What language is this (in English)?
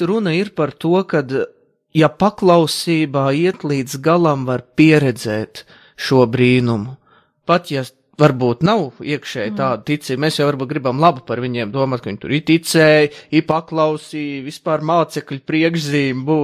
Latvian